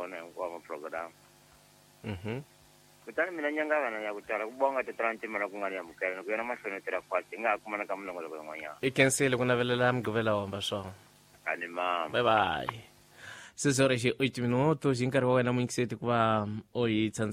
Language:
Tsonga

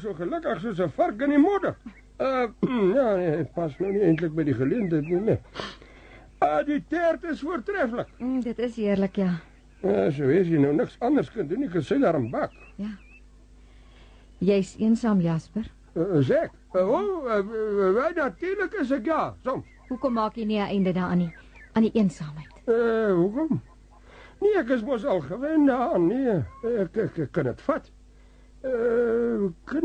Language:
Afrikaans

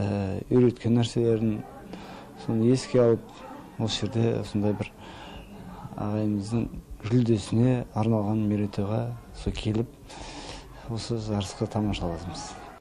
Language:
Kazakh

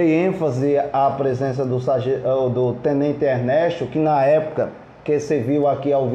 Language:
Portuguese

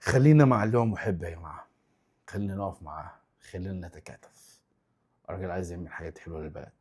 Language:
Egyptian Arabic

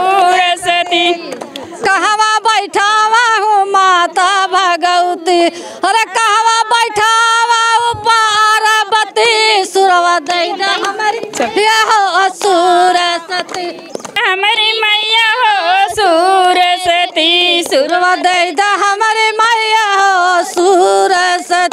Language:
Bhojpuri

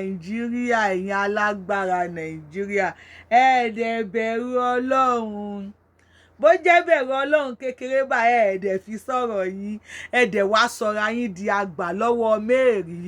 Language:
Yoruba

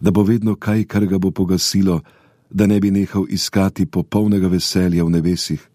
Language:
Slovenian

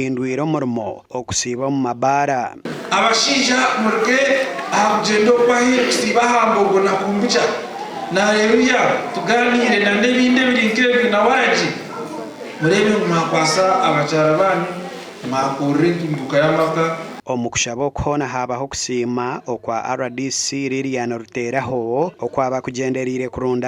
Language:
Nyankole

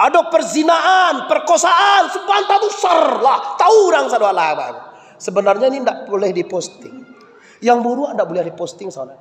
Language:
Minangkabau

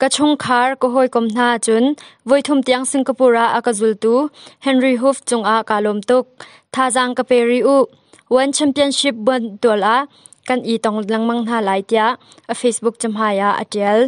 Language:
Hakha Chin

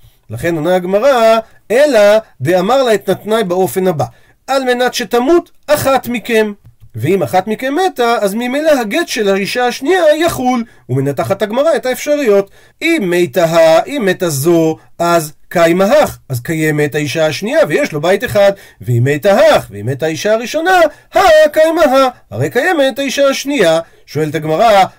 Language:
Hebrew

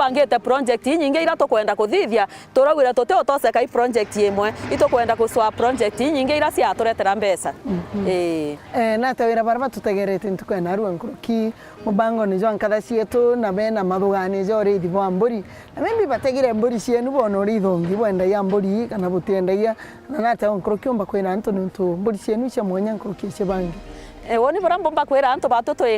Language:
Meru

